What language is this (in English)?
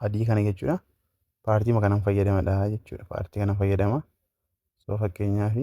Oromo